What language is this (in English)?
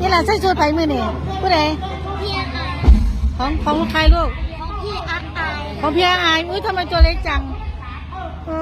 Northeastern Thai